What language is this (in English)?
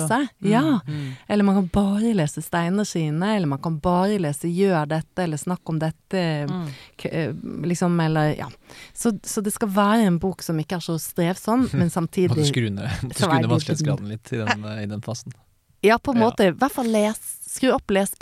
Norwegian